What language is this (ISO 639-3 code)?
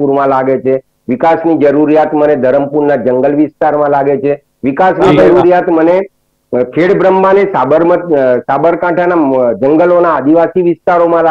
guj